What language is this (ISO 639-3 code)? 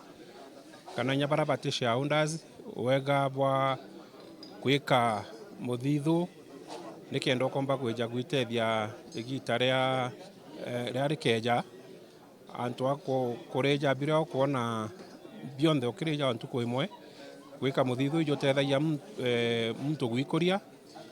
mer